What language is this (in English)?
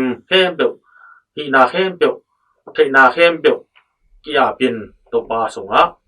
Tedim Chin